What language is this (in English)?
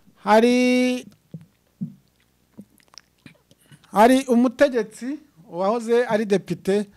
Kinyarwanda